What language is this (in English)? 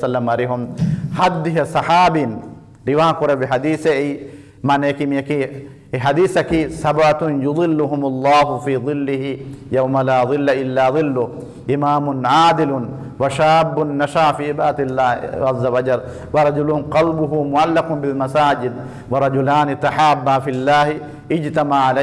Divehi